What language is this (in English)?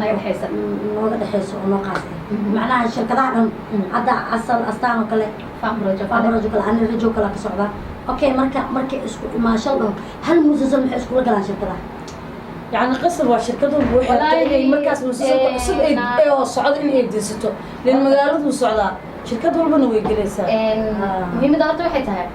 Somali